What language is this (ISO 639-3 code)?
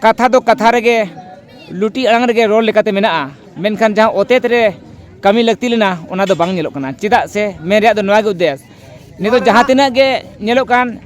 sat